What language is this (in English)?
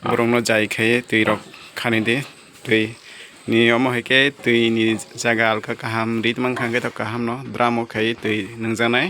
Kok Borok